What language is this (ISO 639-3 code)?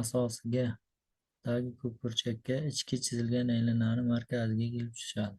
uzb